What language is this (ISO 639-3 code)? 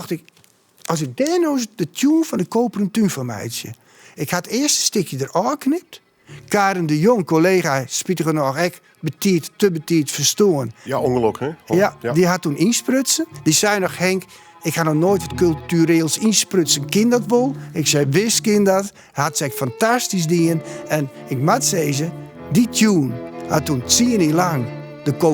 fry